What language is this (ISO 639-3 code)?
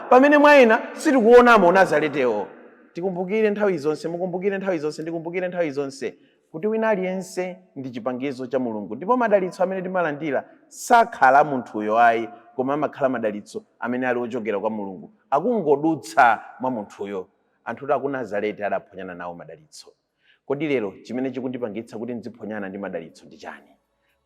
nya